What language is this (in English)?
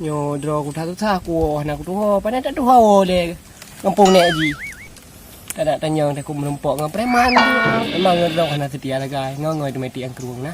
Achinese